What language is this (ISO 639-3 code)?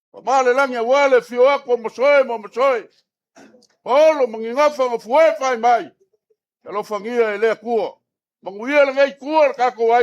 smo